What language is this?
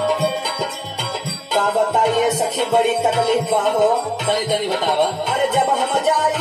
Bhojpuri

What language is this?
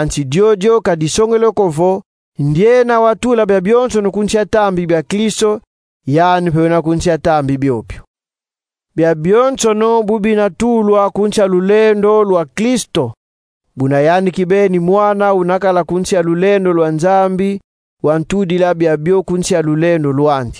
Kongo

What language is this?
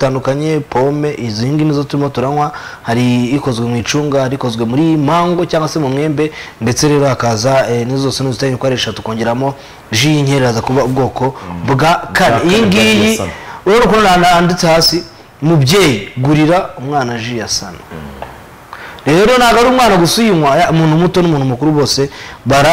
Kinyarwanda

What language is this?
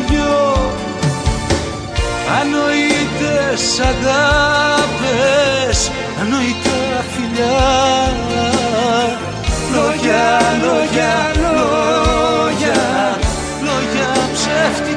Greek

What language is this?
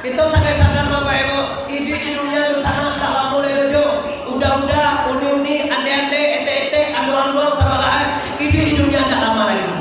Minangkabau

